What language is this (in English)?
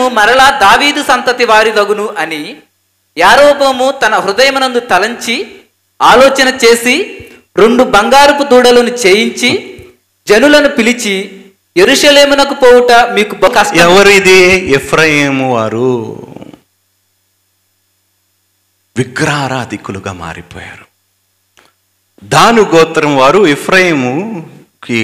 Telugu